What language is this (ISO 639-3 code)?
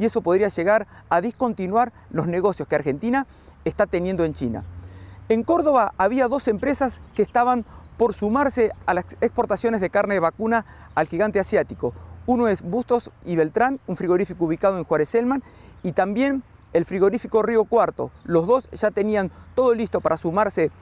spa